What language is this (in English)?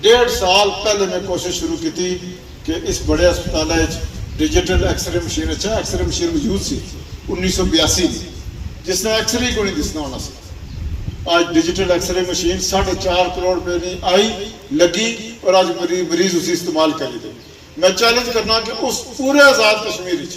Pahari-Potwari